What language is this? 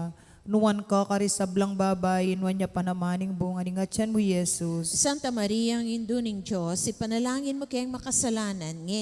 Pampanga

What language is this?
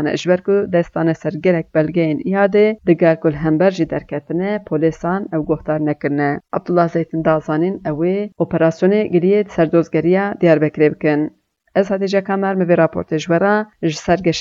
Kurdish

